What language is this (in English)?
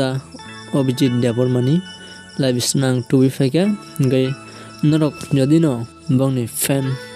Kok Borok